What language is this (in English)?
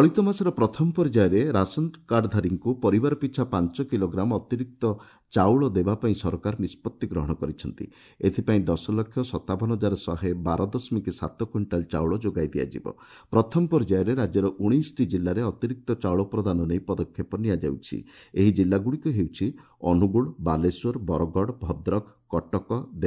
Odia